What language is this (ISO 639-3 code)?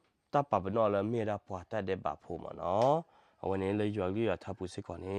ksw